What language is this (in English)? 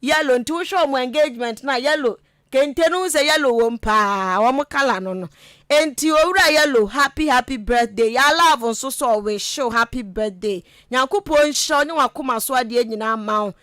Akan